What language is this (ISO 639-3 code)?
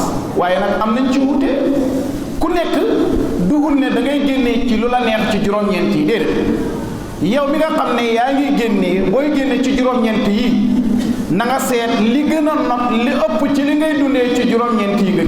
wol